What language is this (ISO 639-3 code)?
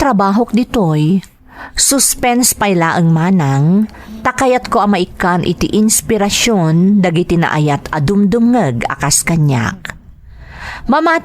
ilo